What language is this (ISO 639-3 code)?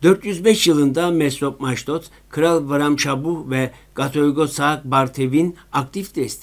tur